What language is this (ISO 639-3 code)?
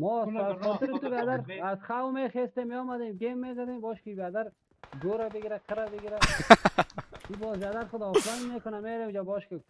fas